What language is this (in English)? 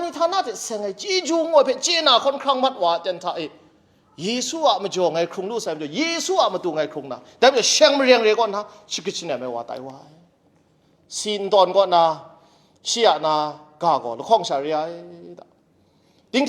Kachin